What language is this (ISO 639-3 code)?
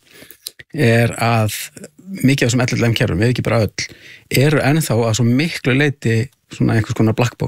isl